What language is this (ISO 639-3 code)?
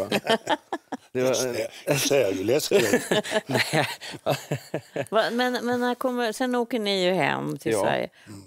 swe